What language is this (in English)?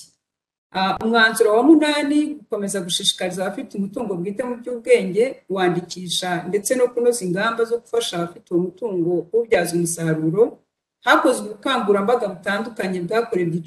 Kinyarwanda